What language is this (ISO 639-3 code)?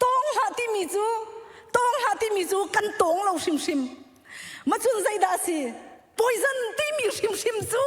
cnh